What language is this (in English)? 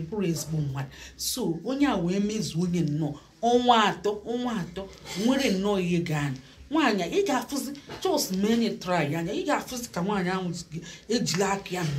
Igbo